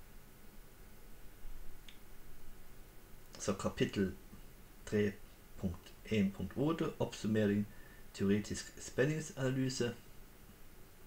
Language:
Norwegian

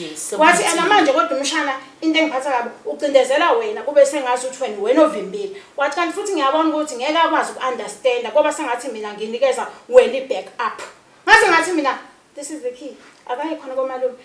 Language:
Zulu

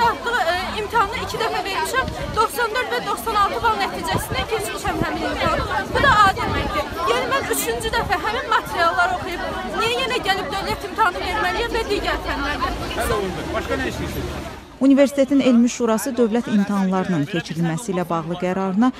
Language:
Azerbaijani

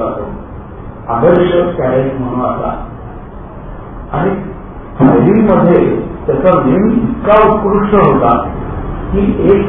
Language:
Marathi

